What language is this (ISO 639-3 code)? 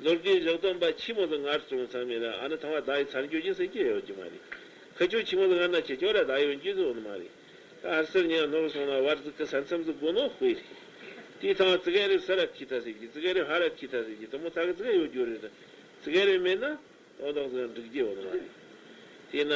bod